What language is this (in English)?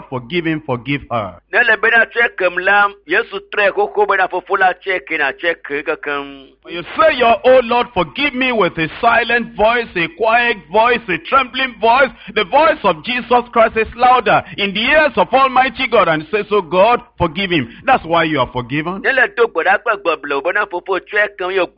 Ewe